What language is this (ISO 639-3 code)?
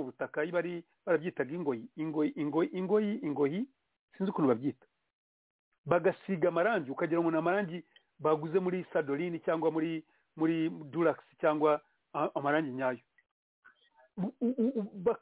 kin